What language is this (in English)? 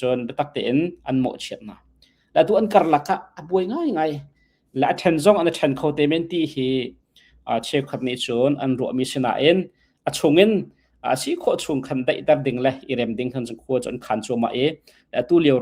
Hakha Chin